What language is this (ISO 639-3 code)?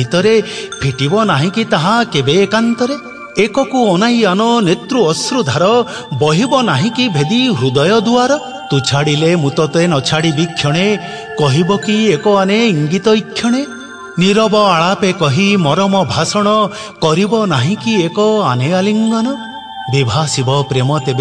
ori